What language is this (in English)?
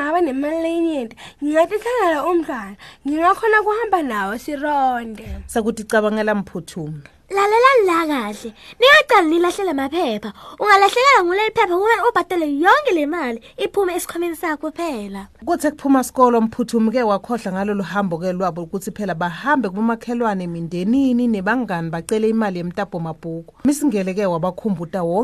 Swati